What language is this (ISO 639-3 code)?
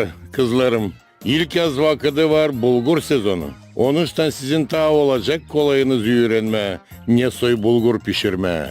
gag